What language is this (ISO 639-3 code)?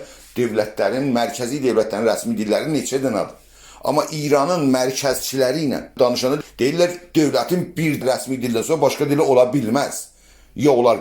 azb